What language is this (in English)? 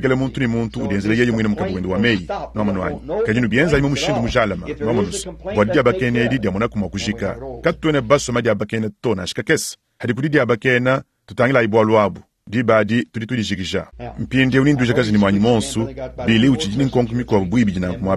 Luba-Lulua